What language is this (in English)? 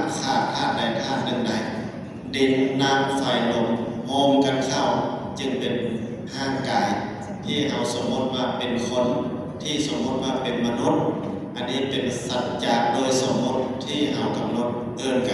Lao